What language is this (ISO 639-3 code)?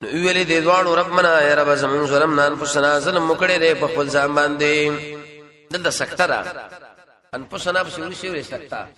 pus